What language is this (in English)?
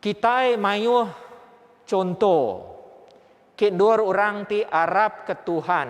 Iban